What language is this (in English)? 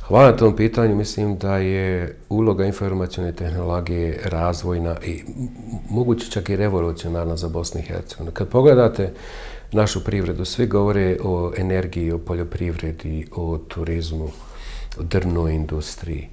Bosnian